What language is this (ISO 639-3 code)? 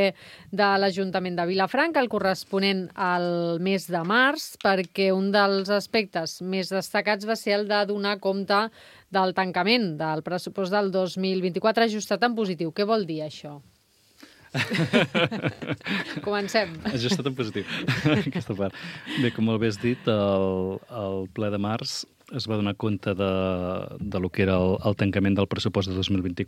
cat